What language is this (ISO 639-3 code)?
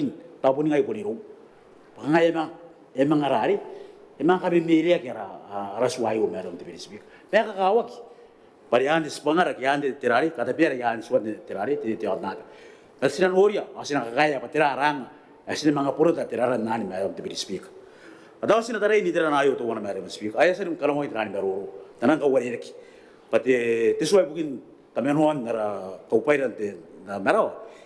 gil